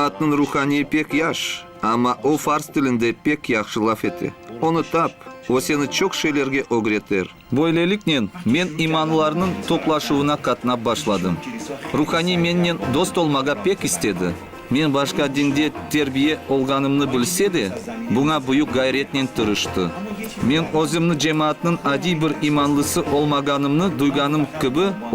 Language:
Crimean Tatar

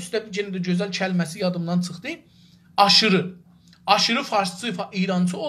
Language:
South Azerbaijani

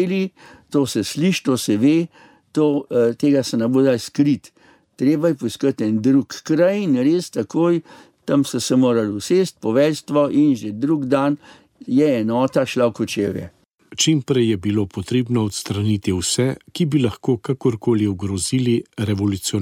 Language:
Slovenian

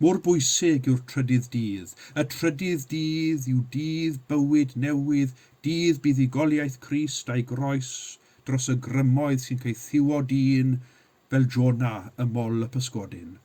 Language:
Welsh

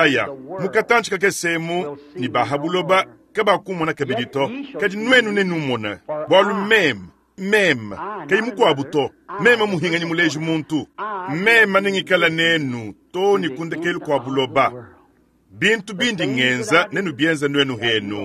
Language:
Luba-Lulua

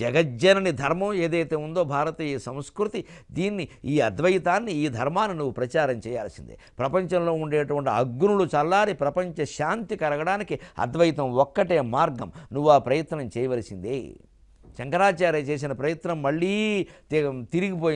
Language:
Telugu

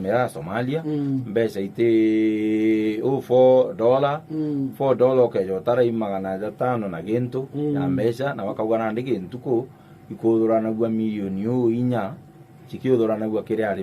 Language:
Meru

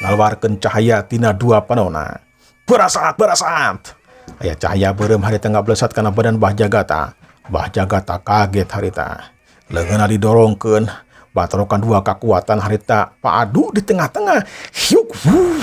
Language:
Sundanese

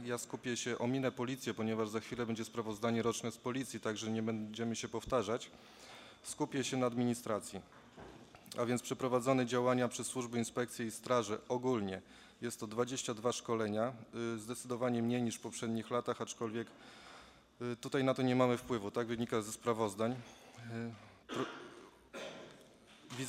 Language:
Polish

